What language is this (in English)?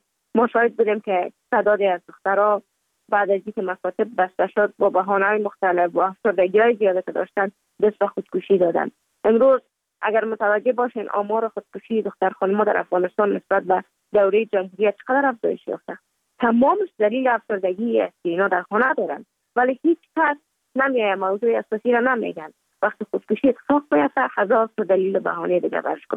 Persian